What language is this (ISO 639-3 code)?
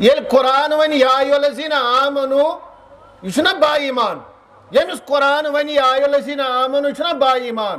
kas